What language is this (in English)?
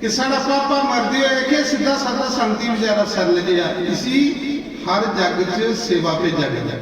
Dogri